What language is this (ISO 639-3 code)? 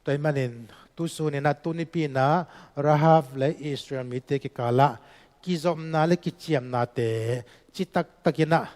ctd